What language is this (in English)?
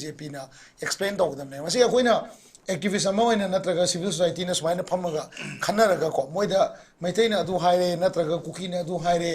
Manipuri